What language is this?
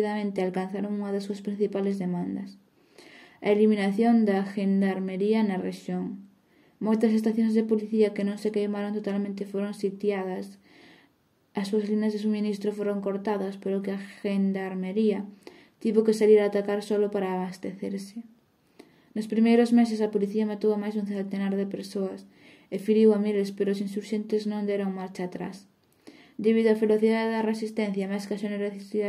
Galician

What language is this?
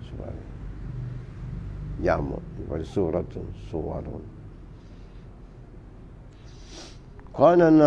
Malay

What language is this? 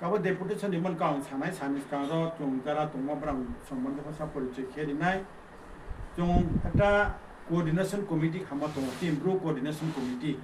Riang (India)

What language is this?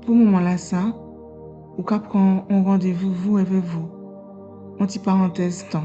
Guadeloupean Creole French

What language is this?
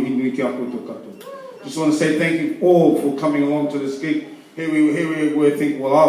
Māori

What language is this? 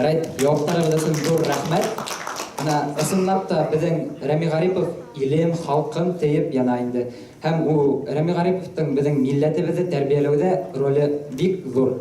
Bashkir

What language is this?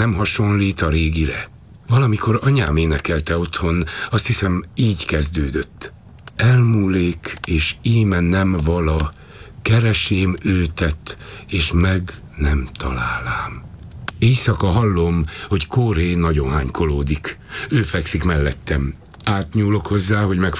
Hungarian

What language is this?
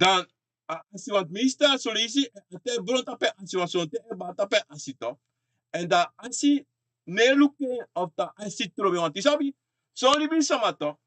Sranan Tongo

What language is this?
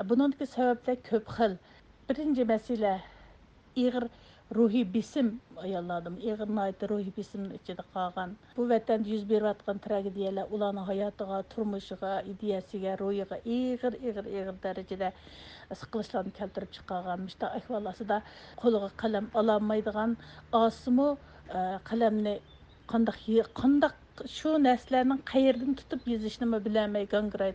Uyghur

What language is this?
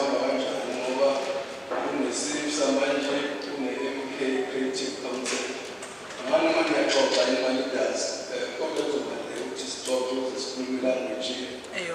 Zulu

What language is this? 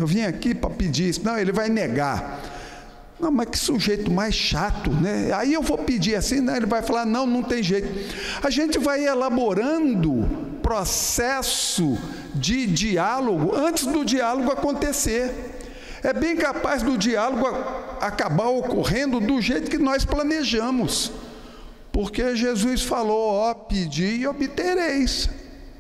Portuguese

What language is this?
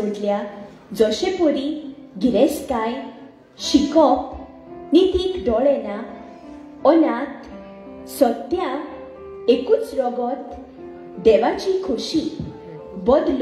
Konkani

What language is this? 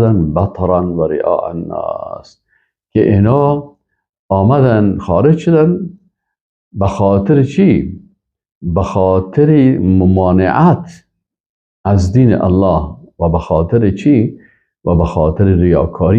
Persian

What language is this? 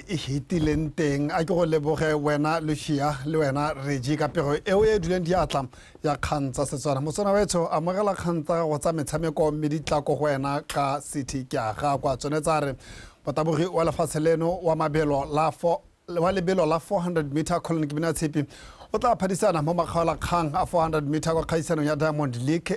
Tswana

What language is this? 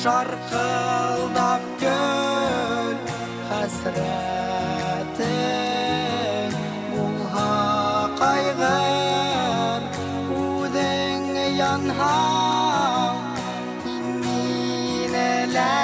Bashkir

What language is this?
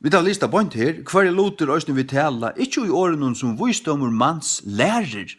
Faroese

